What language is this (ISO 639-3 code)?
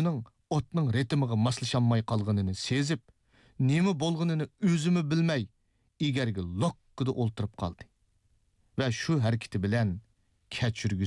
uig